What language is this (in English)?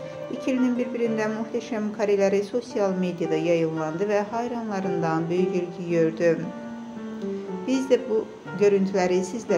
Turkish